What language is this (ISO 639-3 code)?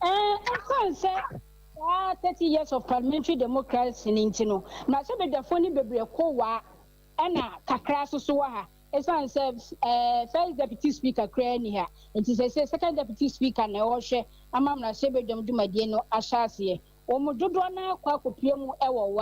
aka